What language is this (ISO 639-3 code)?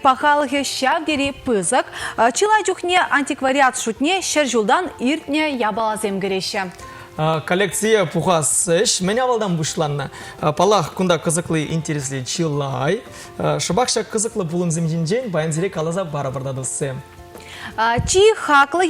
chv